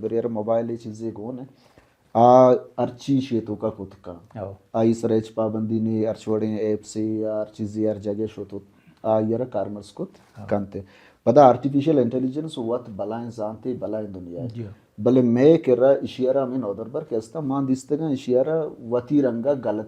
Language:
Baluchi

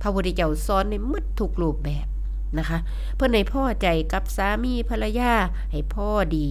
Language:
Northeastern Thai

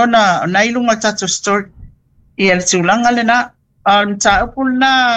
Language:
Samoan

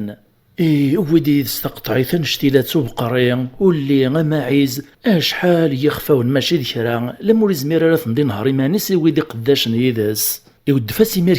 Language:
Kabyle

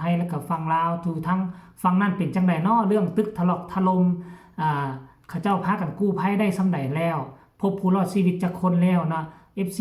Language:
Lao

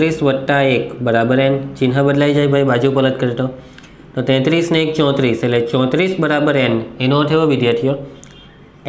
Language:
Gujarati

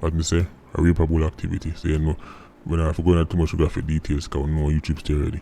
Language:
Jamaican Creole English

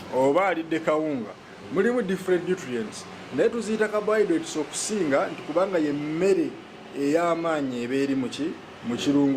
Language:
Ganda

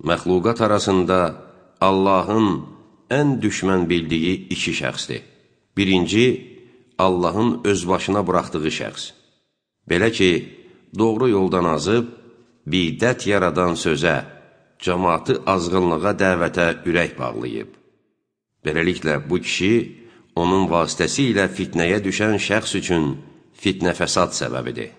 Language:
Azerbaijani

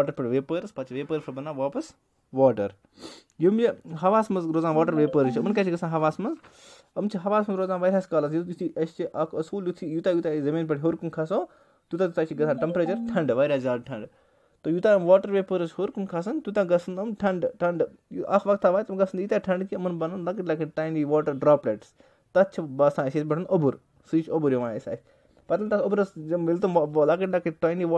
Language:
Kashmiri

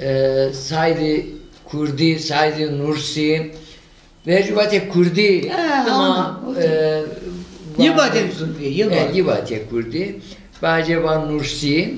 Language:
Zaza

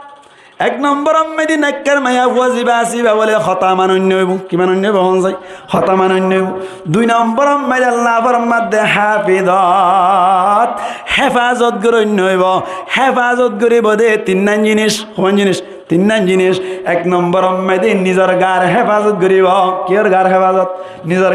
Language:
Rohingya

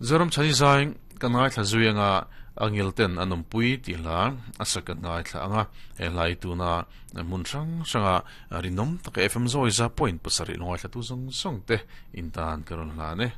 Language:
Mizo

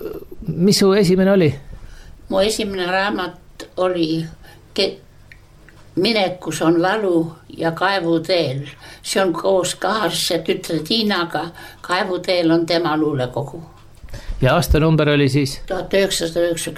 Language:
Estonian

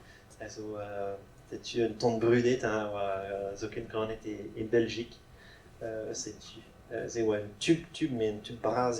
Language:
Breton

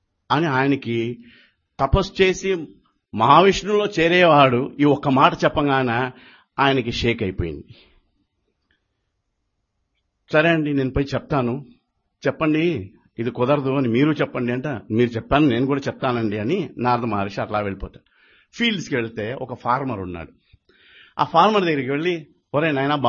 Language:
Telugu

